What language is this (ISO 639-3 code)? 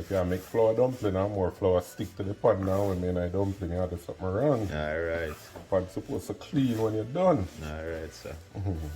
jam